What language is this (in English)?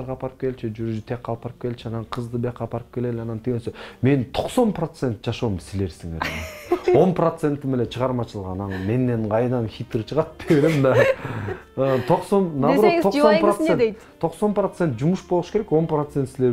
Kyrgyz